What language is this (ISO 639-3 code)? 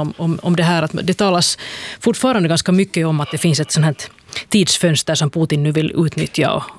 swe